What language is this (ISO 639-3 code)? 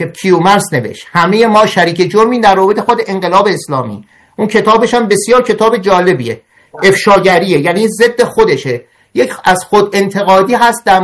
fas